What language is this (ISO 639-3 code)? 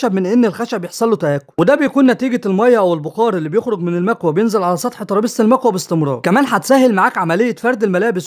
arz